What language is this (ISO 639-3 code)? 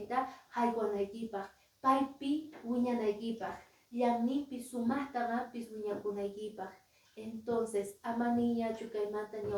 que